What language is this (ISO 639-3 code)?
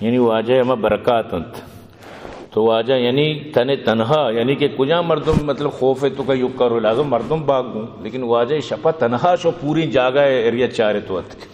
bgp